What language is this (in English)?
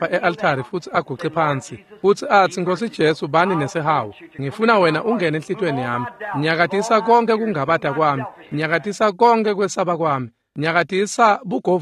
Swati